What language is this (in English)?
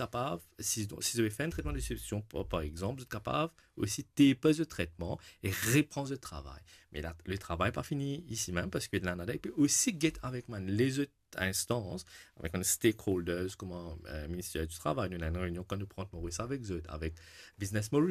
Morisyen